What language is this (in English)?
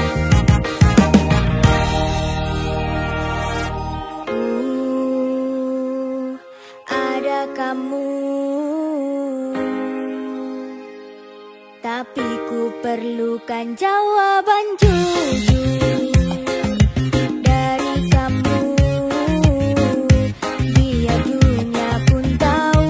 Indonesian